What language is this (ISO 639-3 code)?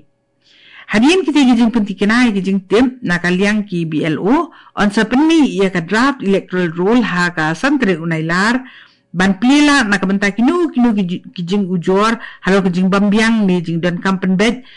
kha